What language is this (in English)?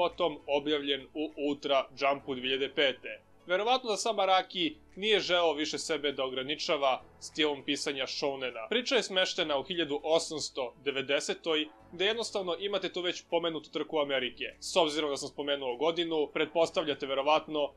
Serbian